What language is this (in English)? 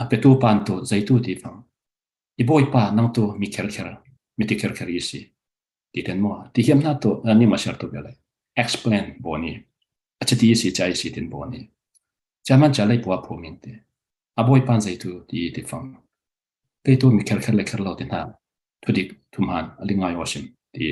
Falam Chin